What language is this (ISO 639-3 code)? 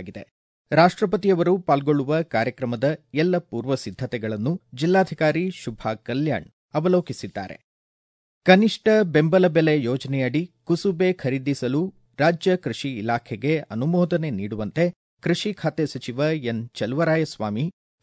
kan